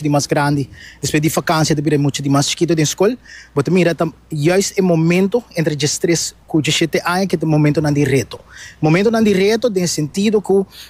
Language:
Papiamento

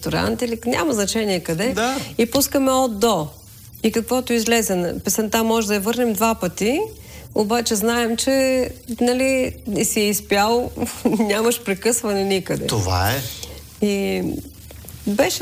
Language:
Bulgarian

